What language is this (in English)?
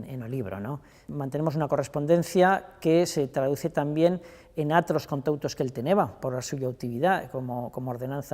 Aragonese